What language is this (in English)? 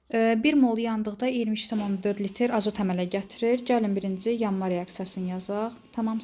Azerbaijani